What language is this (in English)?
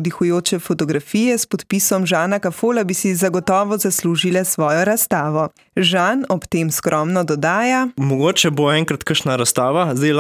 Slovenian